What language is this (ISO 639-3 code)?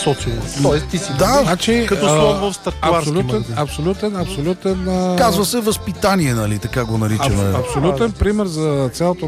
bul